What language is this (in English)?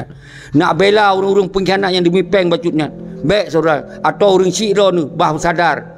Achinese